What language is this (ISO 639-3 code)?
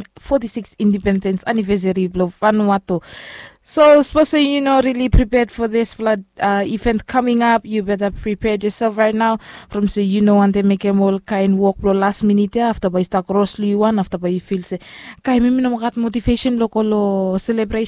bis